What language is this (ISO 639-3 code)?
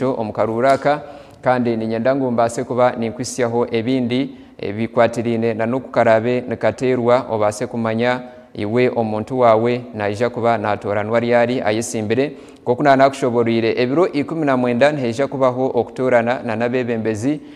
nyn